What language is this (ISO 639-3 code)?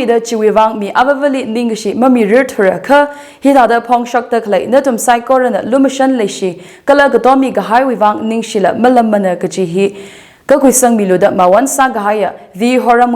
nmf